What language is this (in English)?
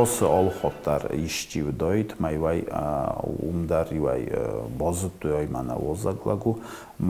Ossetic